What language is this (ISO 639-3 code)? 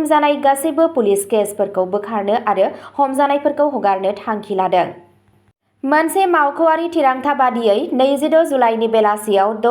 brx